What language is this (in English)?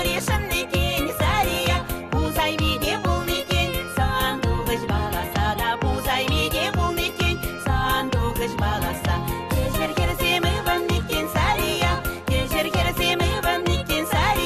Chuvash